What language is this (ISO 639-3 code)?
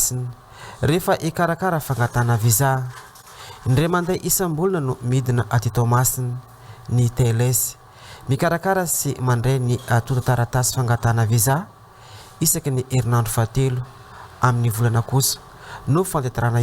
mlg